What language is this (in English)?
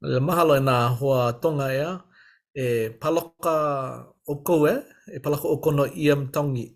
Hawaiian